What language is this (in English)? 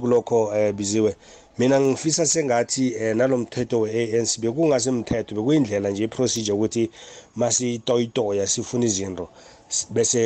South Ndebele